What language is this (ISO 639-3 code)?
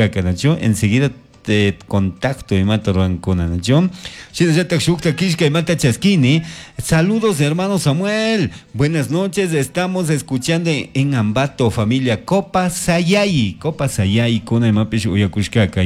qug